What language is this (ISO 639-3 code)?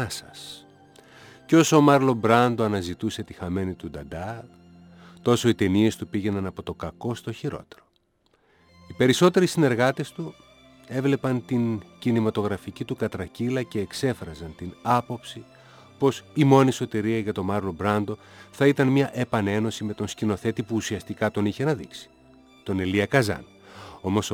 ell